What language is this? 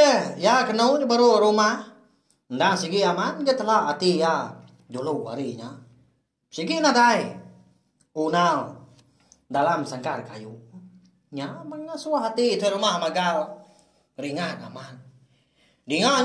Iban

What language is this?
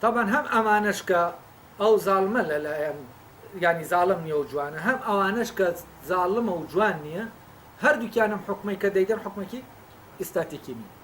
Central Kurdish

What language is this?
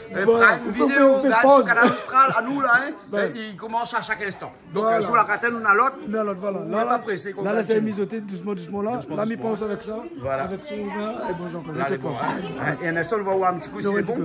Réunion Creole French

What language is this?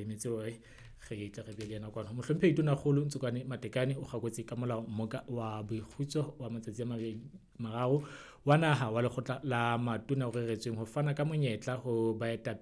Southern Sotho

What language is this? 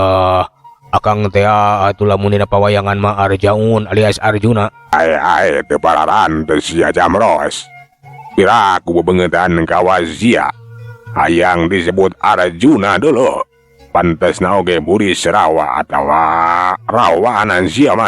Sundanese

